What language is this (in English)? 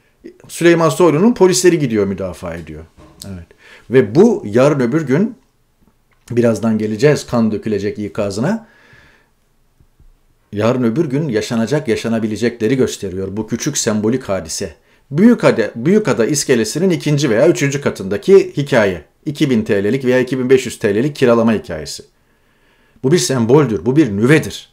Turkish